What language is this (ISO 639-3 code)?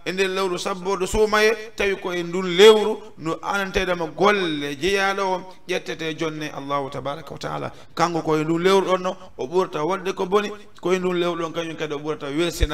ful